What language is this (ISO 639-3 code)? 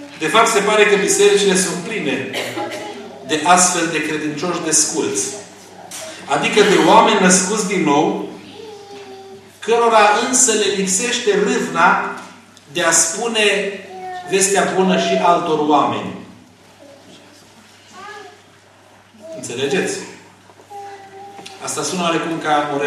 ron